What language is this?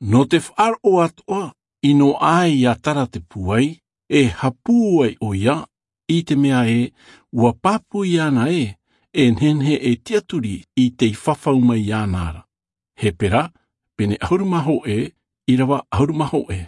Tahitian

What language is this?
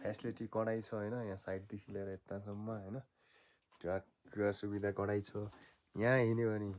Nepali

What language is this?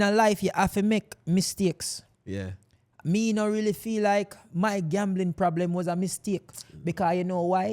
Jamaican Creole English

